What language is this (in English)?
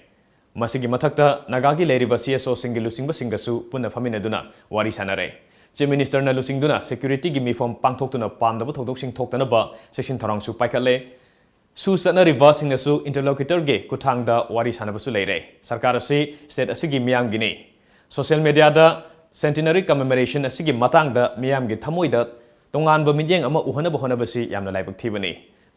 Manipuri